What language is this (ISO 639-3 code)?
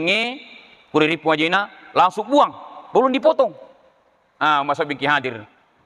bug